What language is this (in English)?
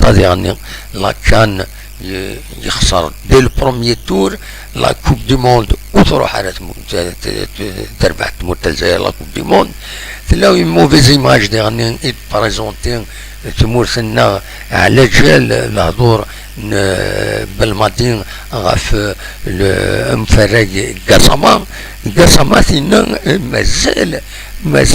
Kabyle